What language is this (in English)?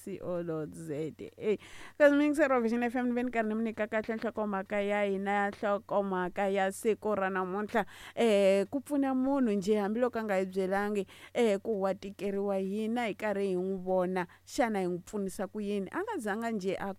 Tsonga